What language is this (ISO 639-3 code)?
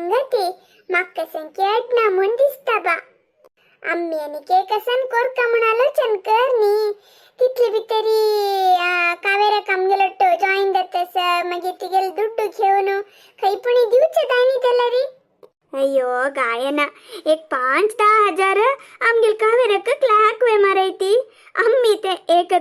kok